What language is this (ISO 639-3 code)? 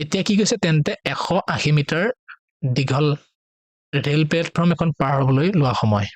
asm